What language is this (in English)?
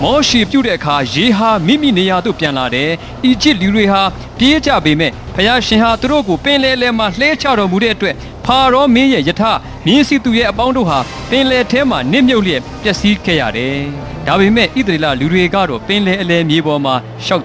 Burmese